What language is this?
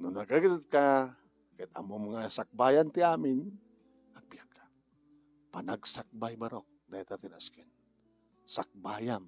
Iloko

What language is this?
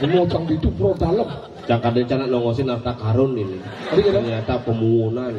Balinese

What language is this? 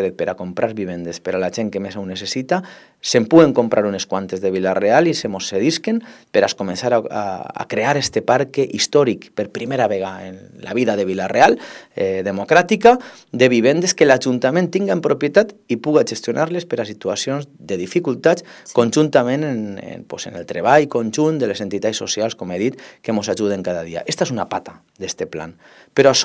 Catalan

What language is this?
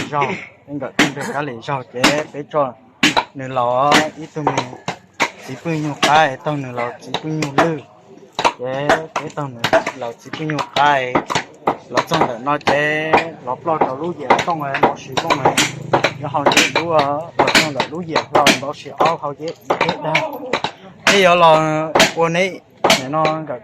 Hmong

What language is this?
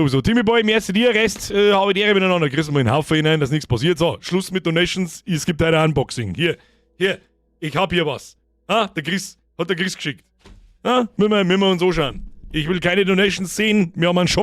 Bavarian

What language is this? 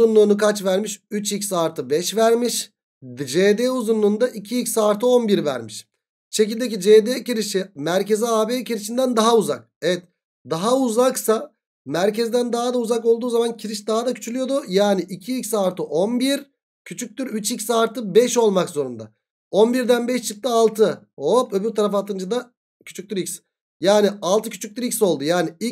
Turkish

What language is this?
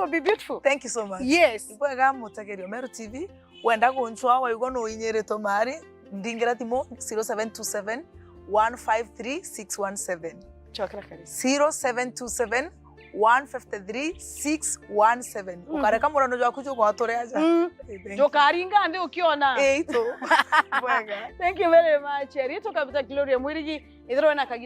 Meru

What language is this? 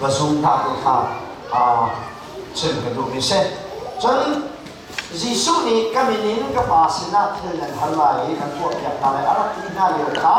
Hakha Chin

